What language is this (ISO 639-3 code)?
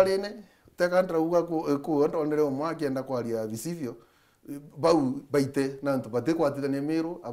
mer